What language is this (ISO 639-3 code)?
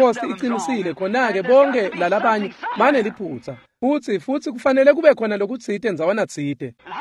ssw